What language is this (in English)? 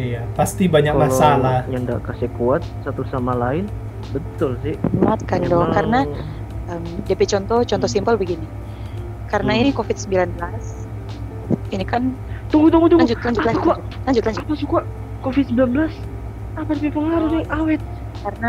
Manado Malay